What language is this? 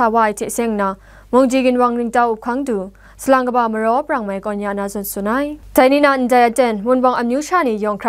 Kachin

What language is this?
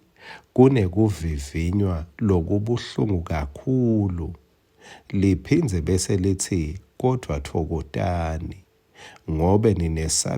Swati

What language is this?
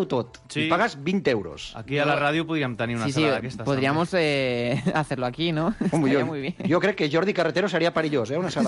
Catalan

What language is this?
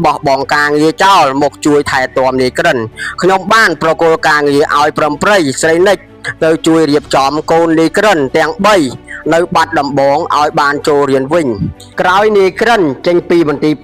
Khmer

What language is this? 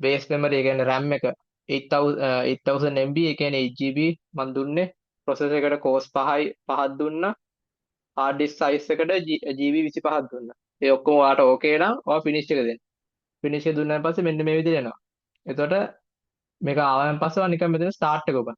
Sinhala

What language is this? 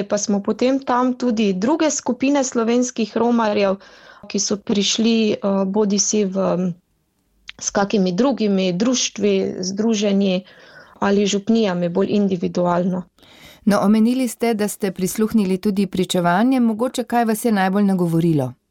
Slovenian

